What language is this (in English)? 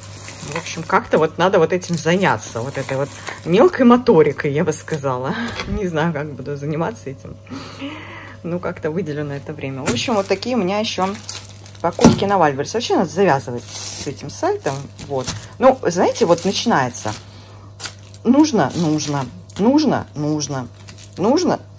Russian